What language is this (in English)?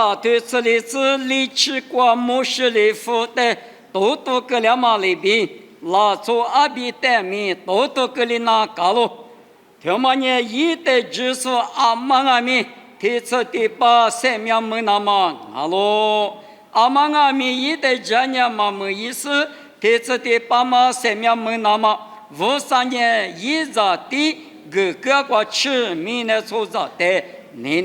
Lisu